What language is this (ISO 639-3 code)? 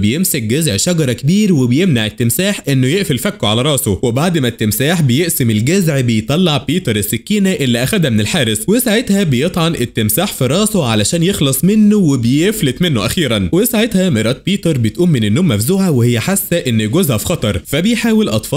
arz